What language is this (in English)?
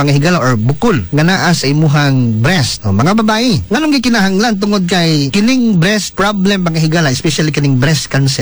Cebuano